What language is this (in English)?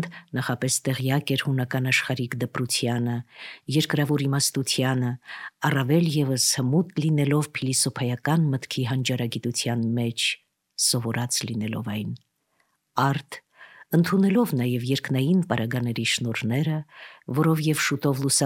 Armenian